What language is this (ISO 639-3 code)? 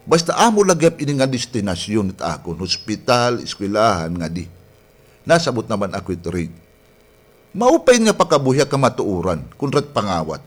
war